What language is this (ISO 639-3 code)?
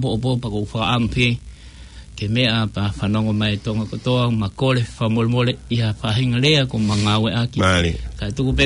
ton